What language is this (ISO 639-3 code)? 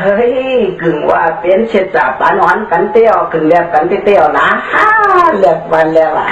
shn